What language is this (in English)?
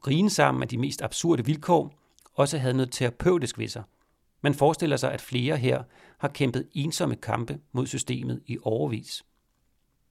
Danish